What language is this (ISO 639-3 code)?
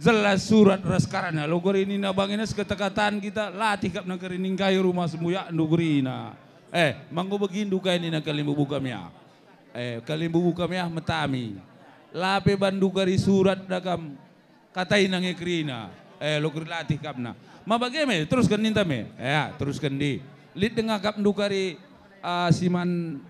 btx